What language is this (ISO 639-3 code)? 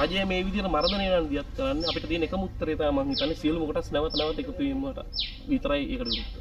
sin